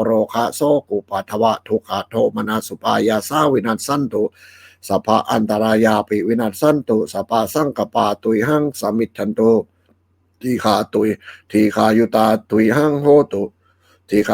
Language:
Pali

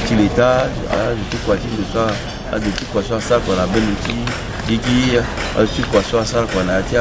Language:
Sango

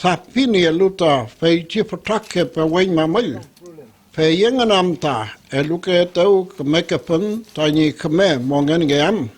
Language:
Mapuche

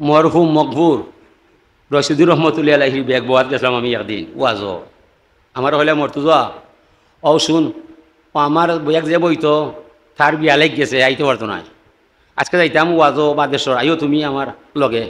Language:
Sylheti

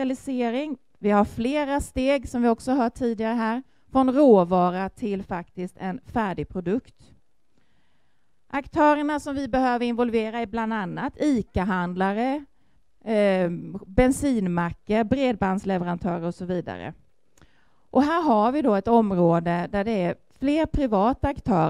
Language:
Swedish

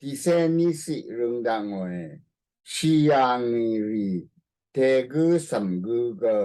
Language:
Rawang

